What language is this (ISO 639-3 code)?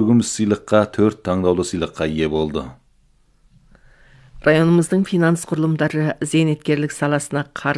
kaz